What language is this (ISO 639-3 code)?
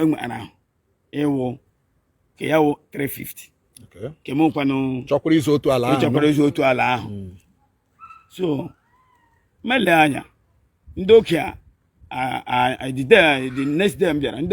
ibo